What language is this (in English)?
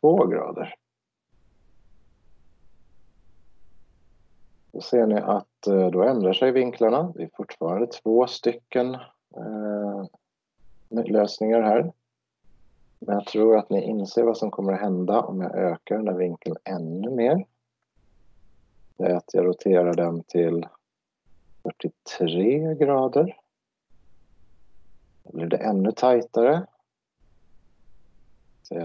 Swedish